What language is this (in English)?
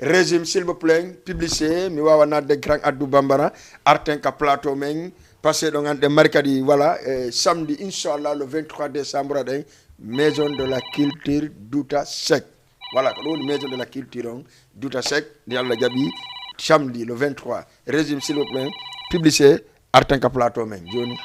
Fula